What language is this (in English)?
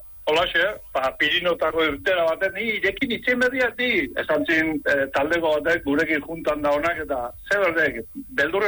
Basque